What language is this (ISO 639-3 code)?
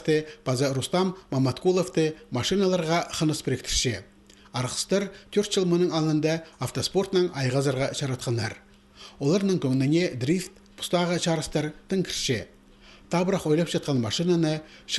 kjh